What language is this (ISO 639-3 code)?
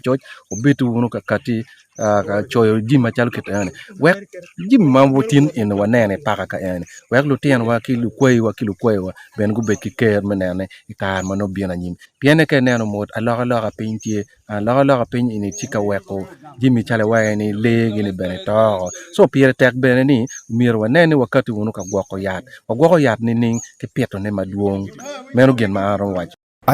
ach